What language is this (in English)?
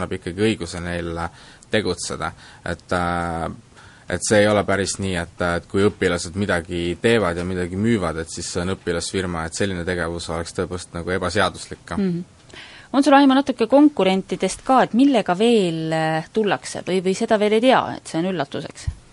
Estonian